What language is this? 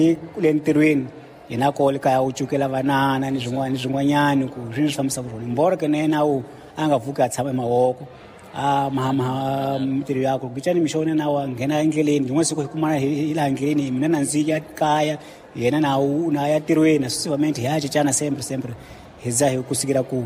Tsonga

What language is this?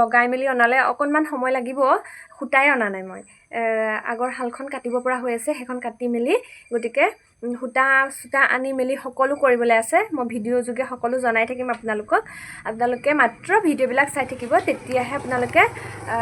Assamese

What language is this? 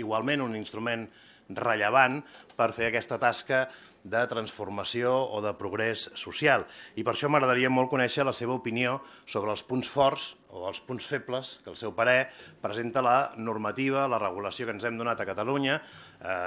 Catalan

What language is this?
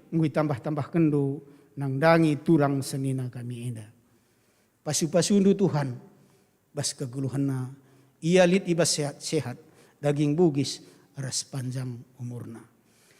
Batak Karo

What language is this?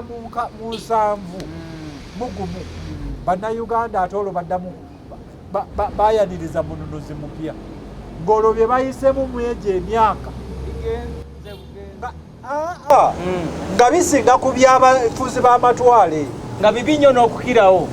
Ganda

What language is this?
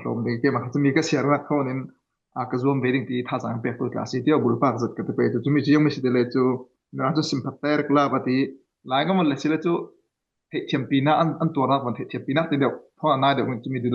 Falam Chin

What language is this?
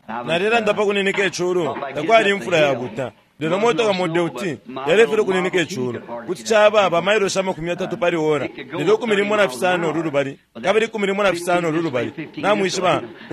Bemba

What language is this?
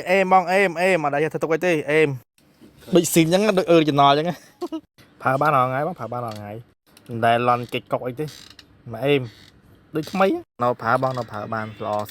Khmer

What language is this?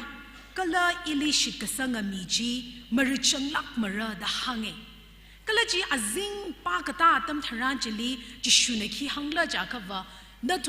Tangkhul Naga (India)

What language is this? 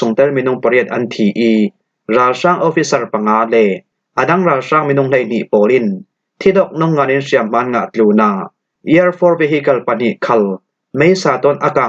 Falam Chin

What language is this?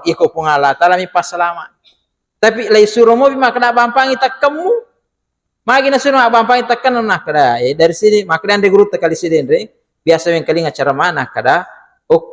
Buginese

